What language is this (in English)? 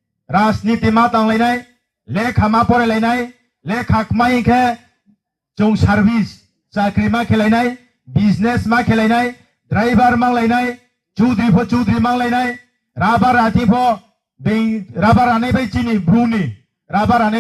Riang (India)